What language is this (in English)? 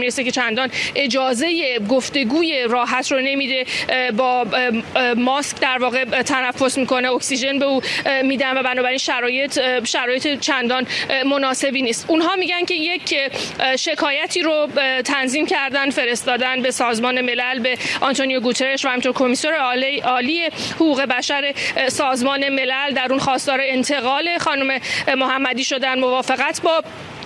Persian